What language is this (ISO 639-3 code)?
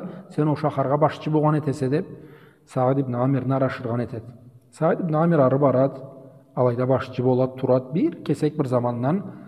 krc